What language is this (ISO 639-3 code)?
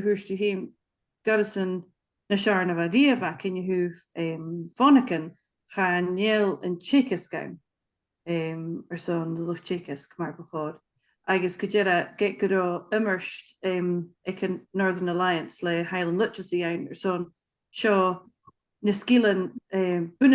gla